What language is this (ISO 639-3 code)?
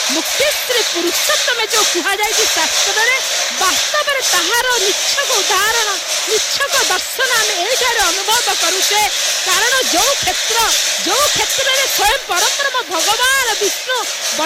ori